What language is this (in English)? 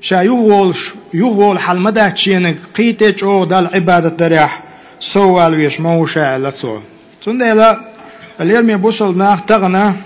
Chechen